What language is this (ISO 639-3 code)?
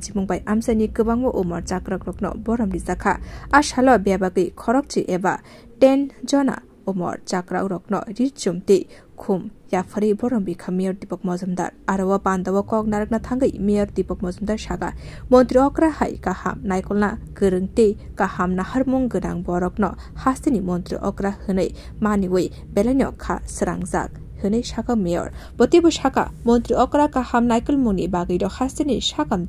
trp